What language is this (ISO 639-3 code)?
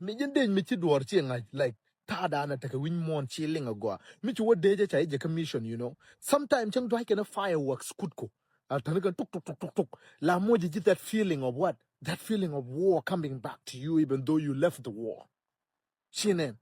nus